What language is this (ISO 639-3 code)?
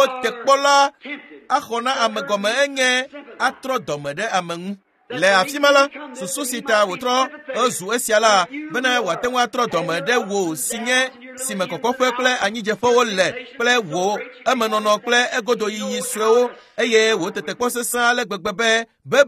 ewe